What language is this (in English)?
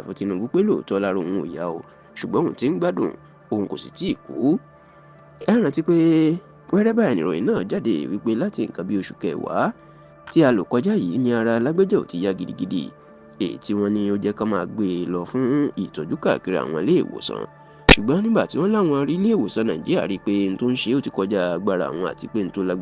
Yoruba